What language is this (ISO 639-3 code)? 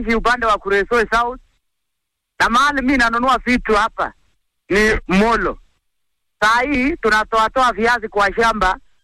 swa